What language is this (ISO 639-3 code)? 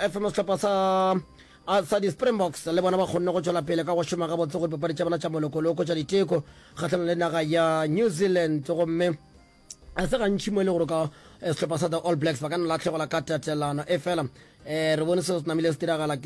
nso